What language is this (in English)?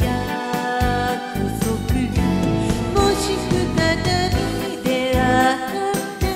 Japanese